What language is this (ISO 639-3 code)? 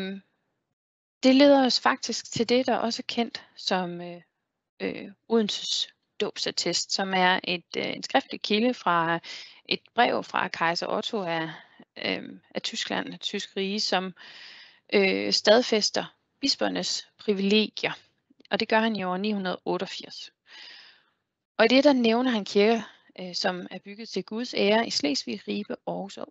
dan